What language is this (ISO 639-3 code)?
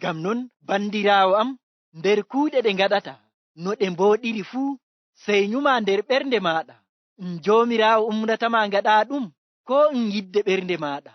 fuv